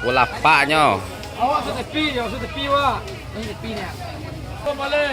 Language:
Minangkabau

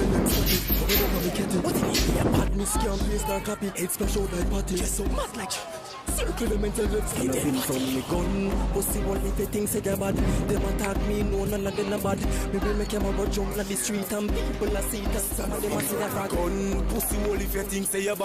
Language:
Jamaican Creole English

